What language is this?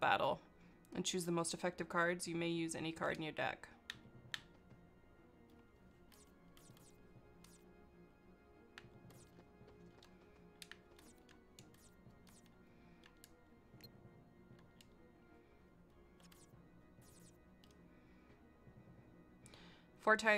English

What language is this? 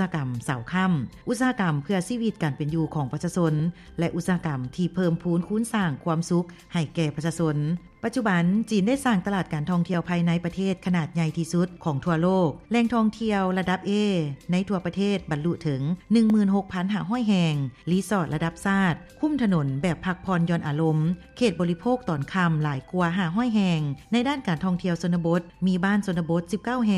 Lao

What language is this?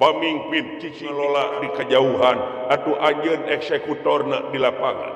Sundanese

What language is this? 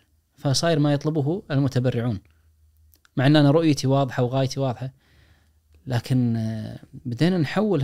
Najdi Arabic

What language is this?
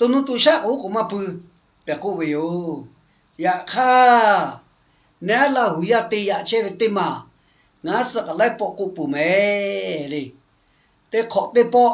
Lahu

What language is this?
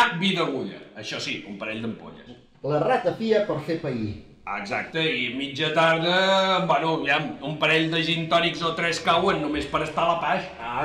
Catalan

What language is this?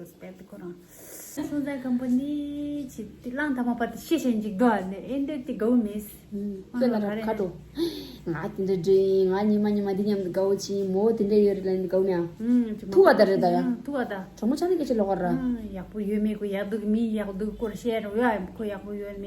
Tibetan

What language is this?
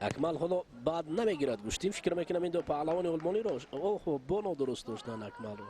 Tajik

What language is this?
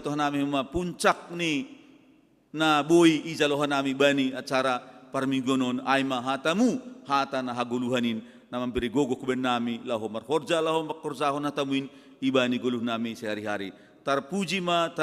Batak Simalungun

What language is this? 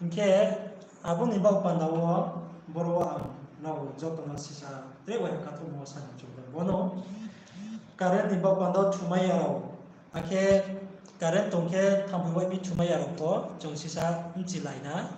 Riang (India)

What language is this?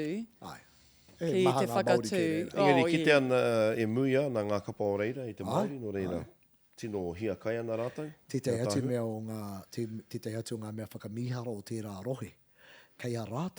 Māori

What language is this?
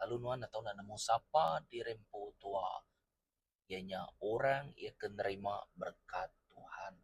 Iban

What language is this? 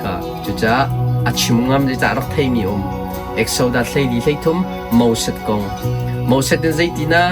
Hakha Chin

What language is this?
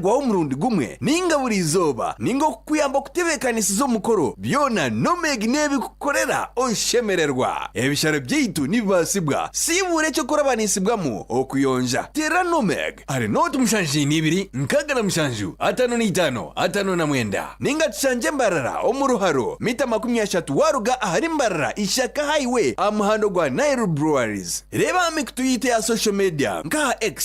Nyankole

